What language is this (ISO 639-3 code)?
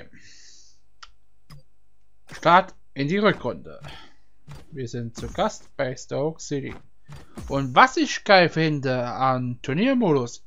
deu